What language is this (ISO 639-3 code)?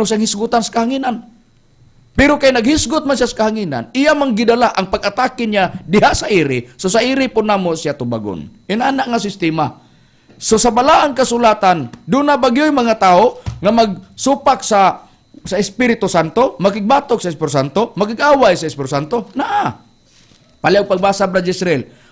ceb